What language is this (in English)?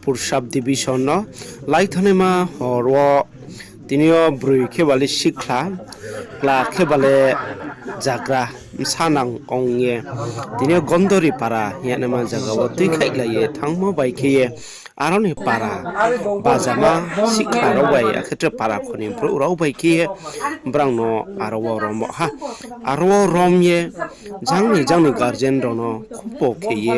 Riang (India)